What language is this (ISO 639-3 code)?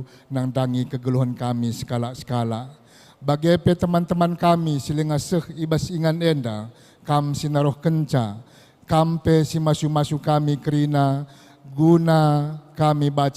btx